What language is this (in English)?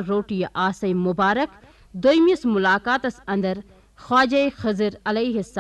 Kashmiri